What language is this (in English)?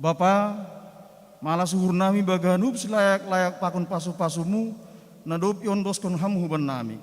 Batak Simalungun